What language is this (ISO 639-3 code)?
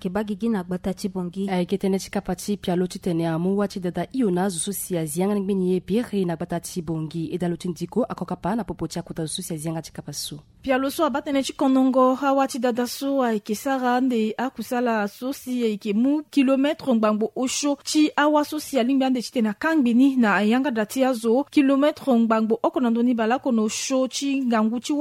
sag